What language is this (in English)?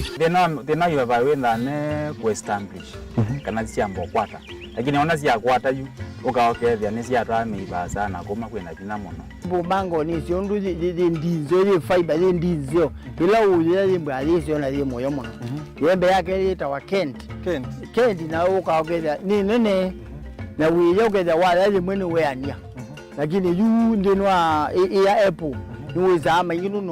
Kamba